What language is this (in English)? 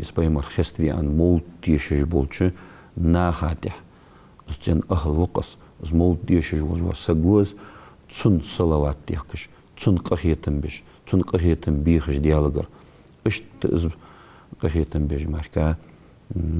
Ingush